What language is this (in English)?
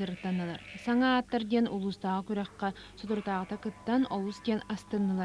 Yakut